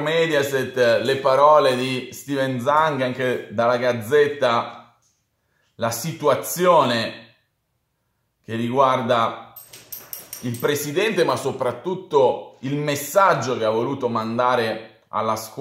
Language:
Italian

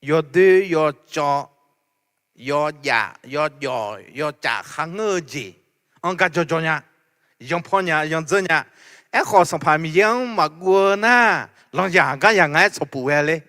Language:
Akha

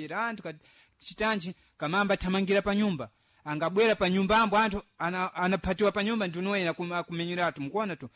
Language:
Sena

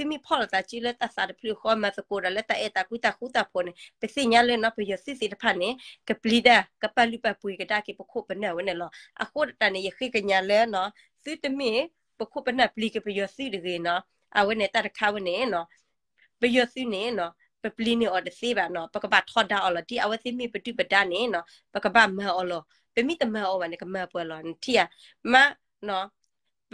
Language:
S'gaw Karen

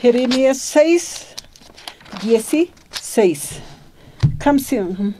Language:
Aymara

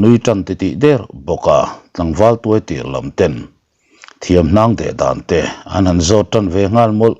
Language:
Mizo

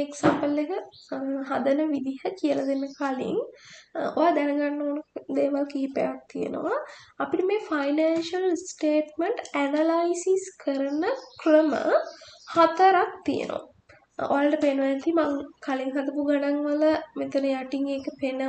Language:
Sinhala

